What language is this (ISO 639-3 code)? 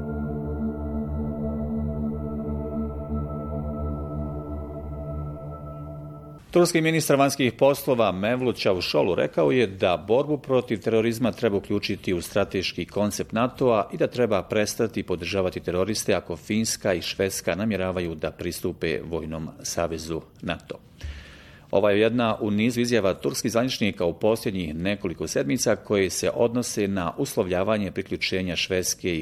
bos